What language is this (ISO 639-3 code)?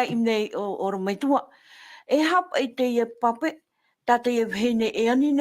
tah